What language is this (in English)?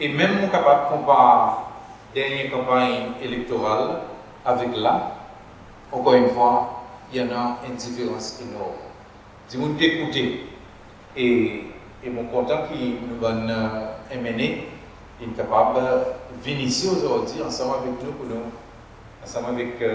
Seselwa Creole French